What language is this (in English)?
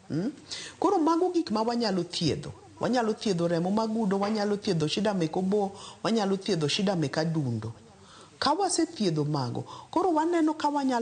Luo (Kenya and Tanzania)